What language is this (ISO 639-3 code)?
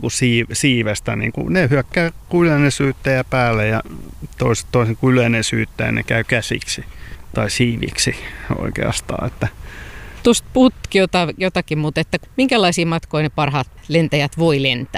fin